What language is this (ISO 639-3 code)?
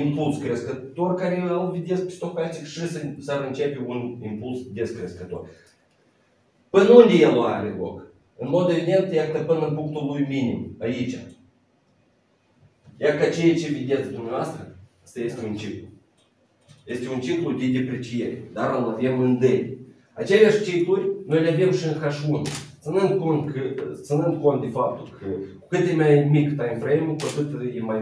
ron